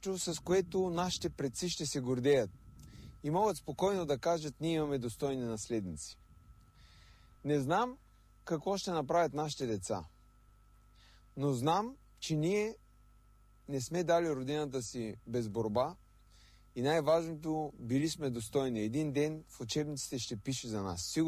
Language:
Bulgarian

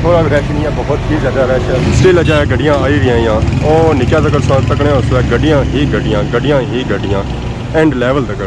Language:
Pahari-Potwari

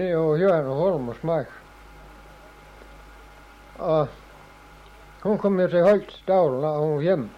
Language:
Danish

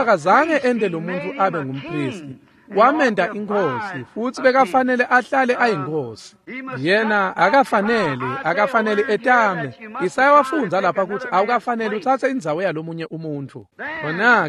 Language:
Swati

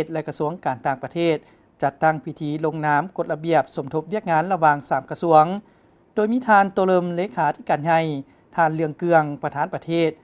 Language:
Lao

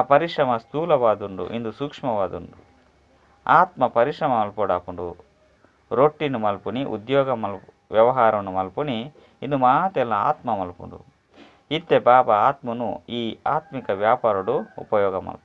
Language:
Tulu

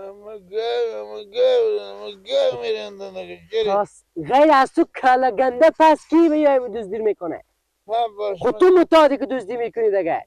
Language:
Persian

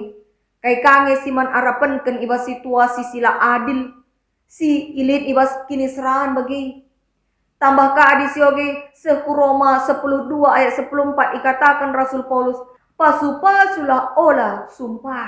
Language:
Batak Karo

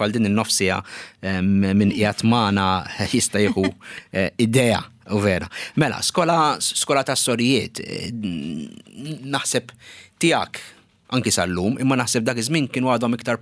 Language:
Maltese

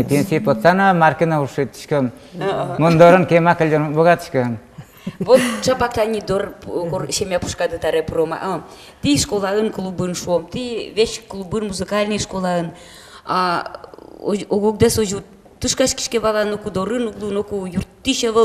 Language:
Udmurt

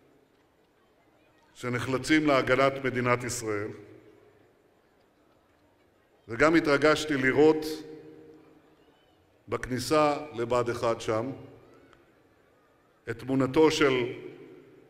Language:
Hebrew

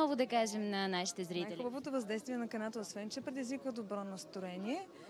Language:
Bulgarian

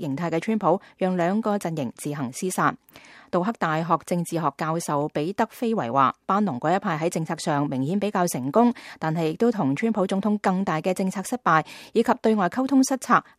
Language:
Cantonese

